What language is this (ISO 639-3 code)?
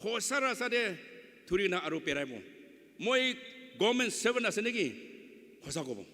nag